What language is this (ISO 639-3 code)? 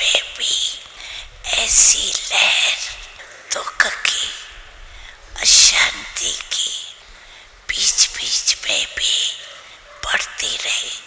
hin